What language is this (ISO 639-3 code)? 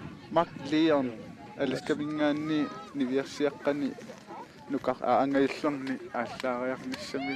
kal